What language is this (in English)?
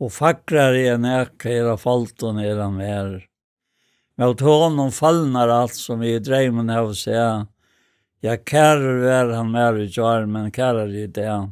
Faroese